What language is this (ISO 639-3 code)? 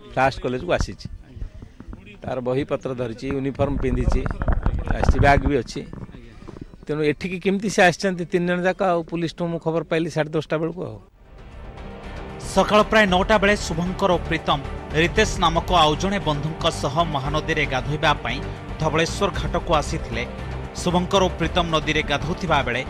ori